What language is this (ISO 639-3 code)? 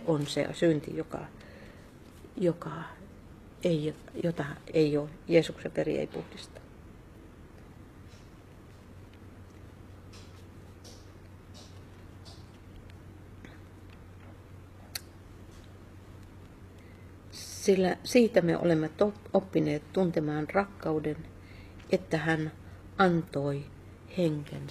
fin